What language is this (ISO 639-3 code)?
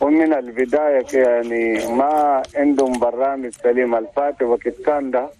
shu